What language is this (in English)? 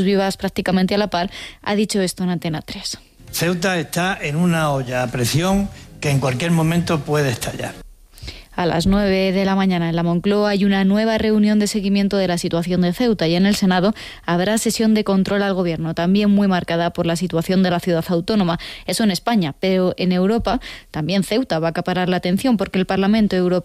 Spanish